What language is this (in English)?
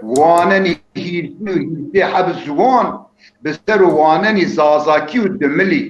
Zaza